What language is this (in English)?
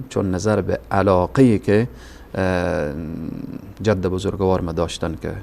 Persian